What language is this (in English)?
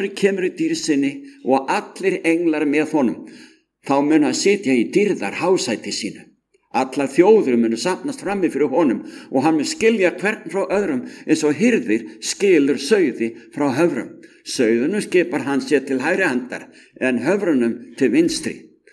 Icelandic